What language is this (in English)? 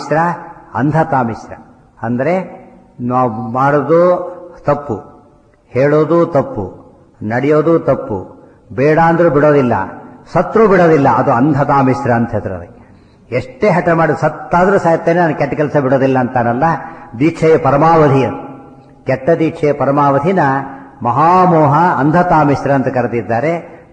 Kannada